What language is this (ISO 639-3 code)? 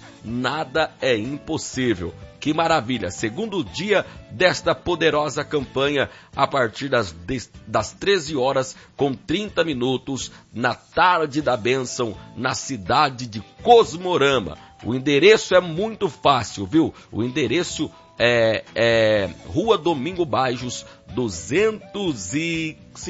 por